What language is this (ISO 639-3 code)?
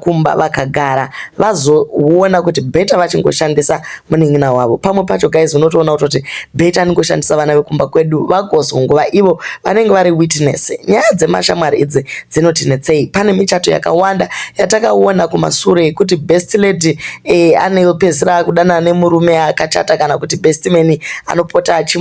sna